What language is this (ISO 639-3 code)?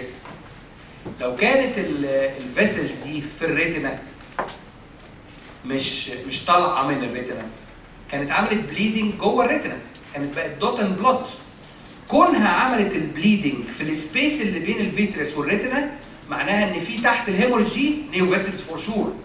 arz